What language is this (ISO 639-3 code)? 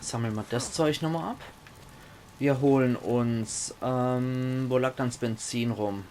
pfl